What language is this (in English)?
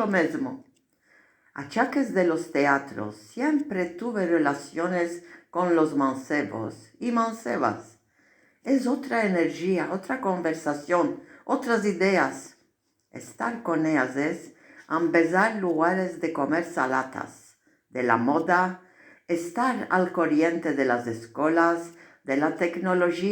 Ladino